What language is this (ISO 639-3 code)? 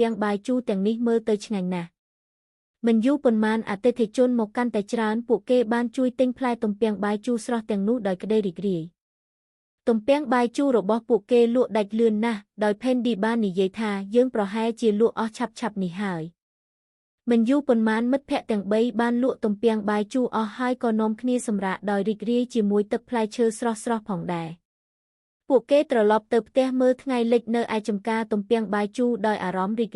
khm